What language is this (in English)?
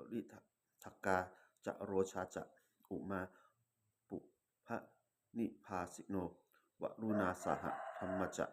Pali